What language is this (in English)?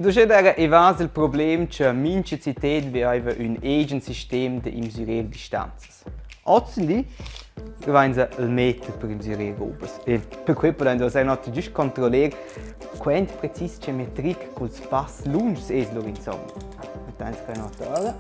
Romansh